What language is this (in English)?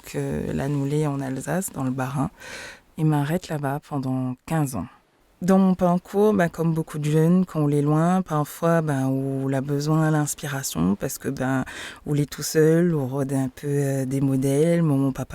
Réunion Creole French